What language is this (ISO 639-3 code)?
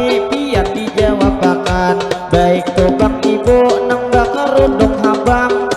bjn